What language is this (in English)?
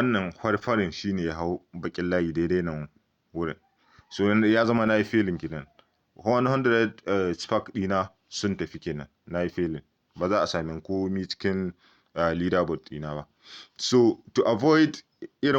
Hausa